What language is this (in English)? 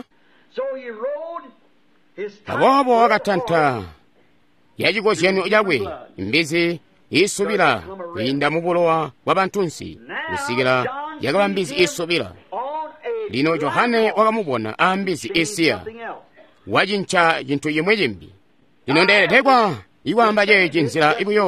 Tonga (Zambia)